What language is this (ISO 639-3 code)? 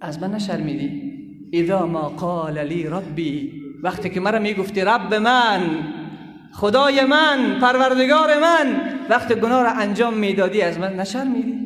fas